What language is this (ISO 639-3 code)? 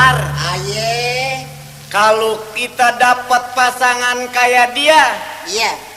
bew